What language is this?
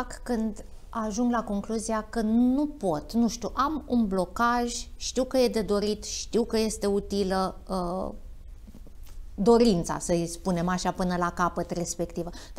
Romanian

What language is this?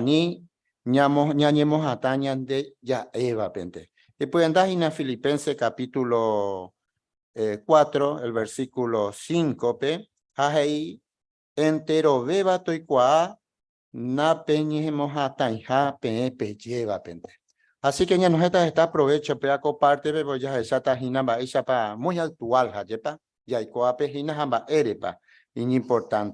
Guarani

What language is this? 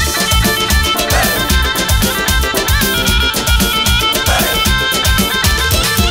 Turkish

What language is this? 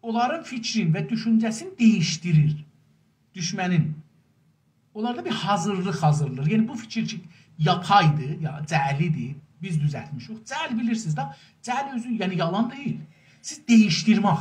South Azerbaijani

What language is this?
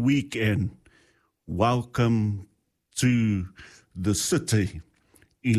Samoan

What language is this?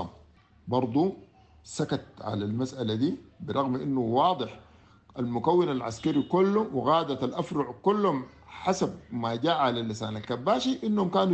Sudanese Arabic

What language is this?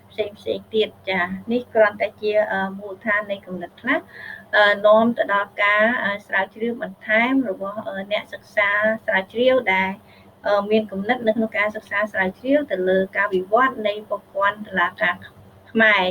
Khmer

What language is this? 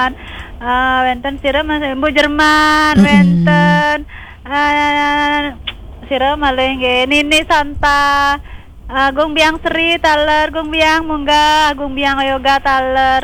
Balinese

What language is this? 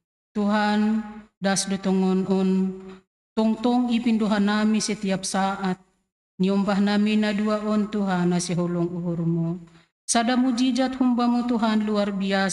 Batak Simalungun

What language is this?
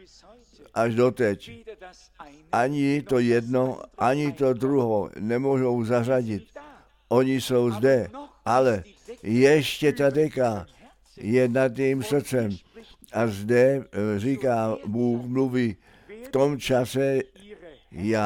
Czech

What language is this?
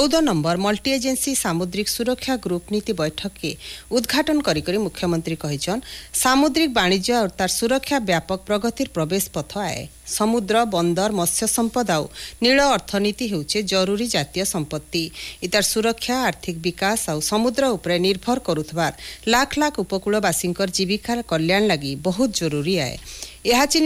Odia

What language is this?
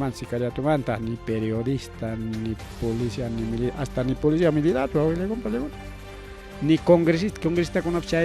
Ayacucho Quechua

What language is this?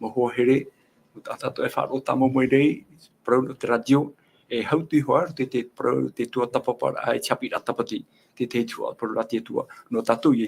Tahitian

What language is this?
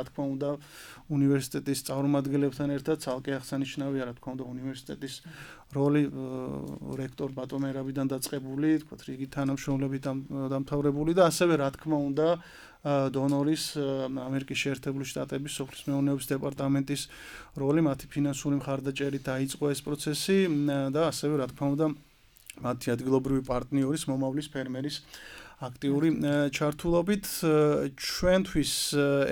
Georgian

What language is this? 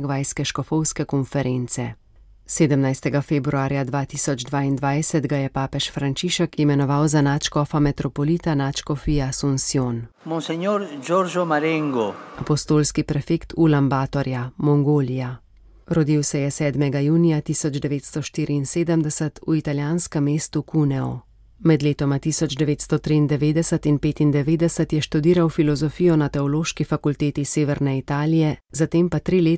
Slovenian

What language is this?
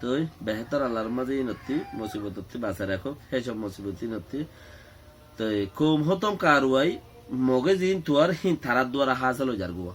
Rohingya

